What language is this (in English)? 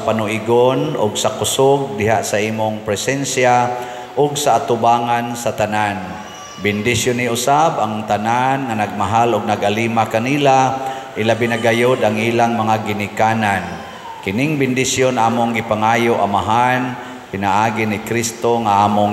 Cebuano